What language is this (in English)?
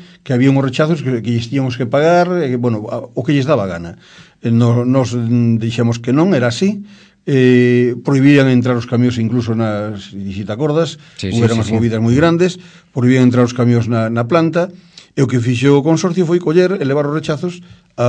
Galician